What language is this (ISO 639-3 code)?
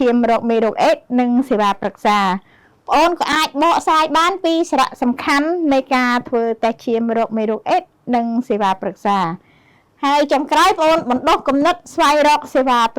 khm